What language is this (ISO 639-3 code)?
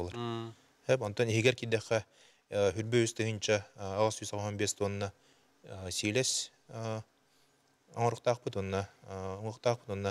sah